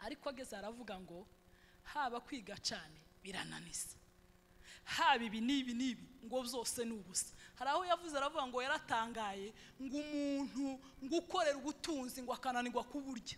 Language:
Kinyarwanda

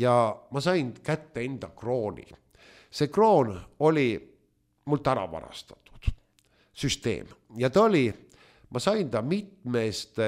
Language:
Estonian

